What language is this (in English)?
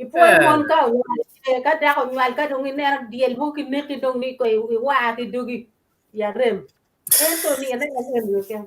Acoli